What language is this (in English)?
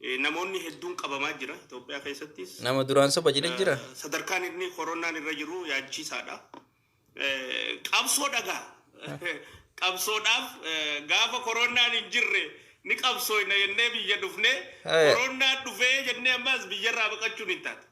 Oromo